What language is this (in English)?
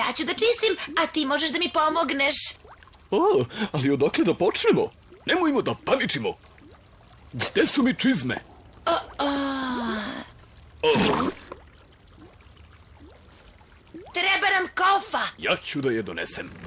Serbian